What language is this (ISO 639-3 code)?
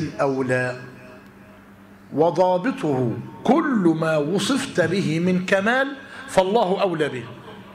ara